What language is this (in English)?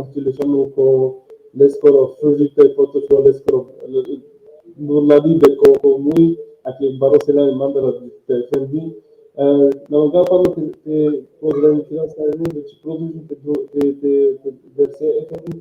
Balkan Romani